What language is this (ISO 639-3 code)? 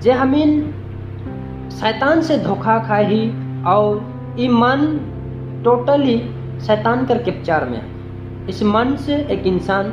sck